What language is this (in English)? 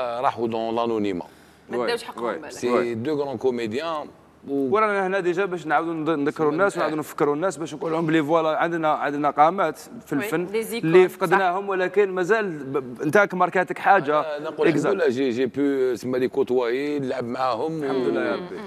Algerian Arabic